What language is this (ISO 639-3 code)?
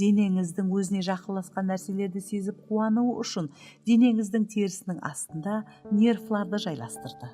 kaa